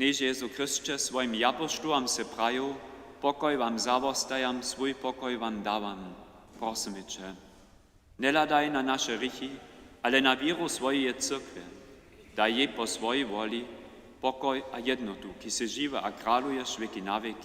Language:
Upper Sorbian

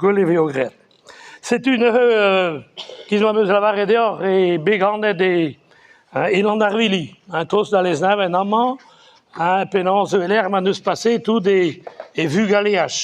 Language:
Breton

